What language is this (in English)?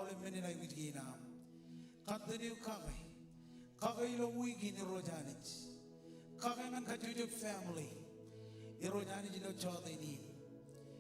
Marshallese